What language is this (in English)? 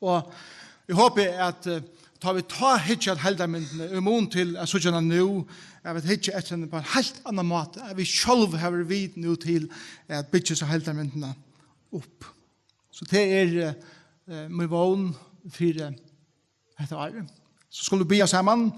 Faroese